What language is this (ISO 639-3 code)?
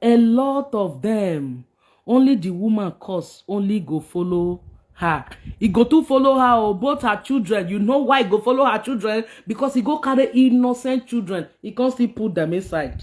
pcm